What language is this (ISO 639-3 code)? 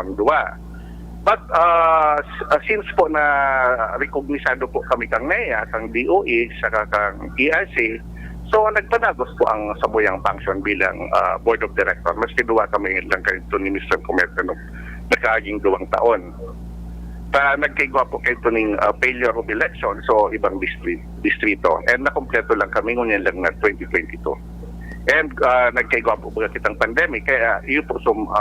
bik